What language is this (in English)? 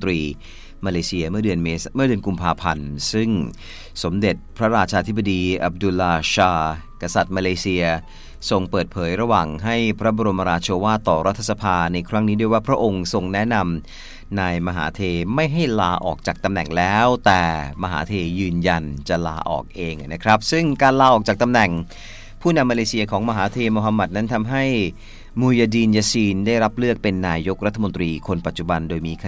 Thai